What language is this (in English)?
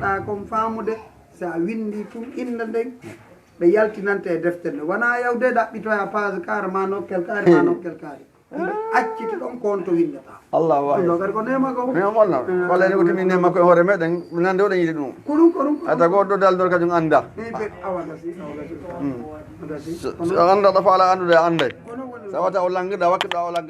Fula